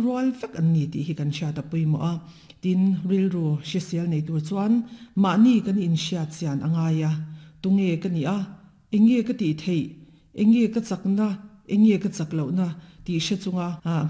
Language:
Mizo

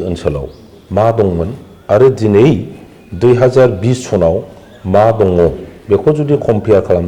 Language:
Bodo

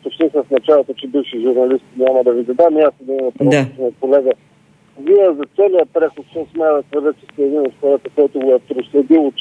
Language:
Bulgarian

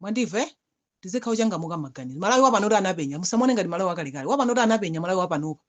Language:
Nyanja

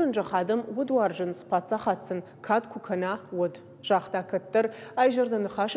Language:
Ossetic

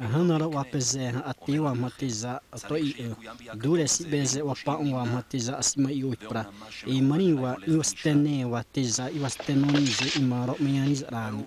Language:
Xavánte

